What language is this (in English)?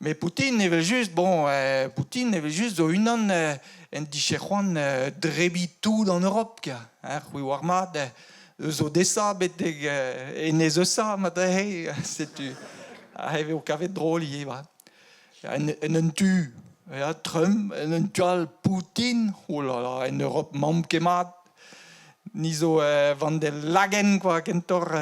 Breton